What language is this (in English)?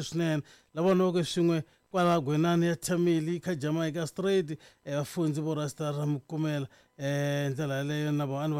Tsonga